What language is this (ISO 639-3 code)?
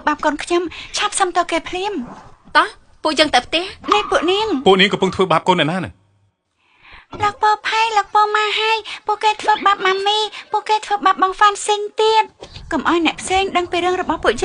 khm